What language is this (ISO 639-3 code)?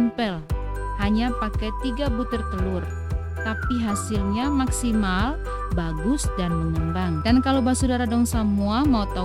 abs